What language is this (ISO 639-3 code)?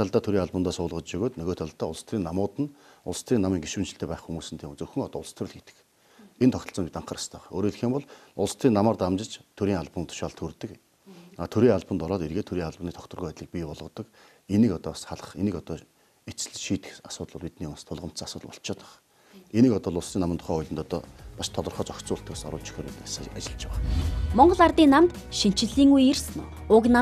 mon